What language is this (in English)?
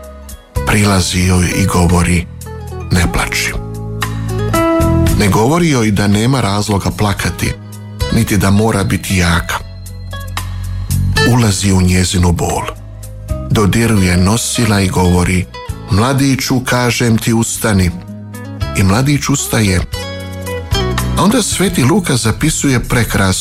Croatian